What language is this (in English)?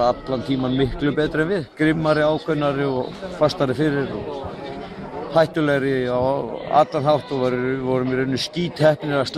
Icelandic